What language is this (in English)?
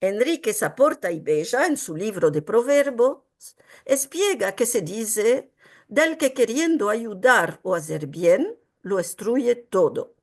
Ladino